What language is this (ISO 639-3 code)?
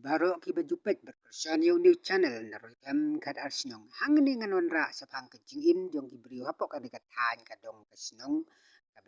kha